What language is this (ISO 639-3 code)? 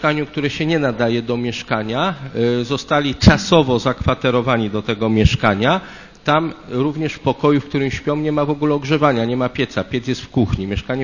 pol